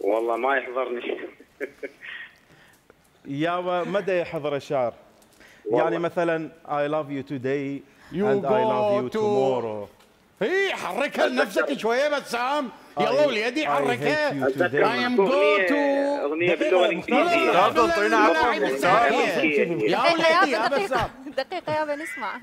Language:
Mesopotamian Arabic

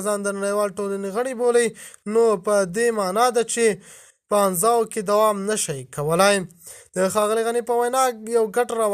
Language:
Pashto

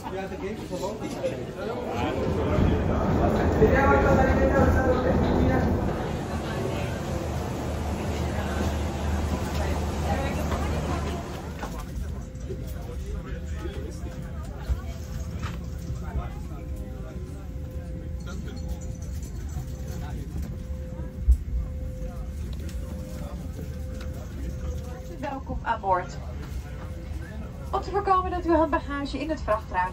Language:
Dutch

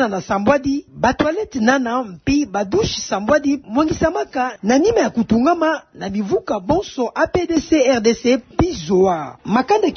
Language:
Kituba (Democratic Republic of Congo)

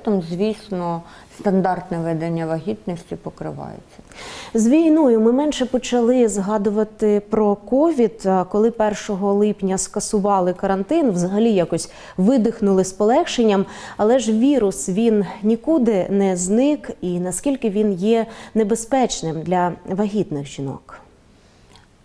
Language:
Ukrainian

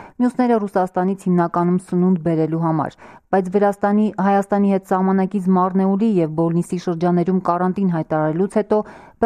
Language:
Armenian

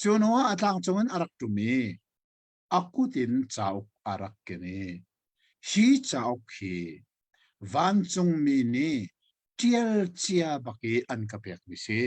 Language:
Hakha Chin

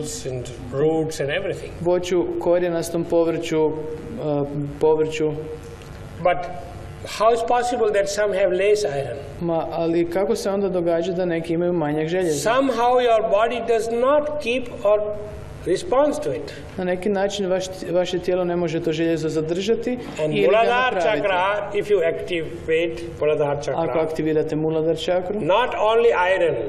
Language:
Croatian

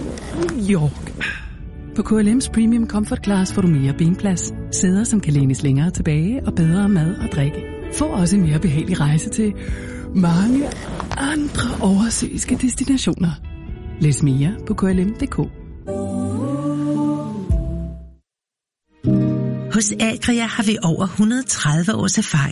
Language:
Danish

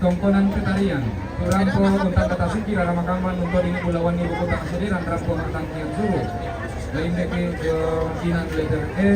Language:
Toraja-Sa'dan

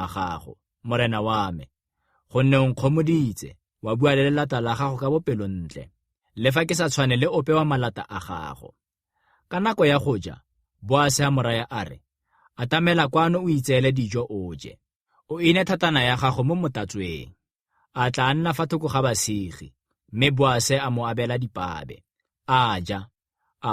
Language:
Tswana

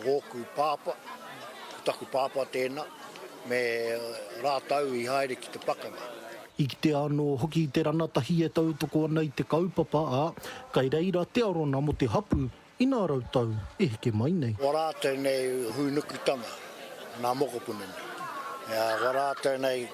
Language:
Māori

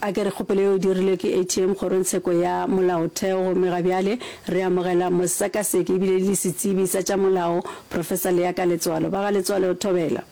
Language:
Northern Sotho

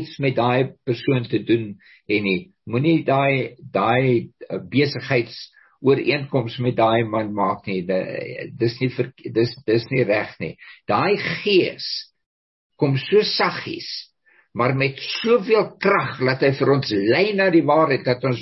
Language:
Afrikaans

